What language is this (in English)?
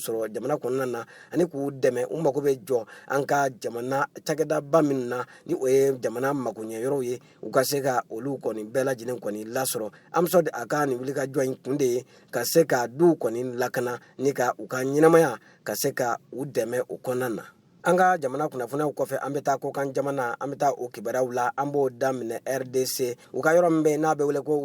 Bambara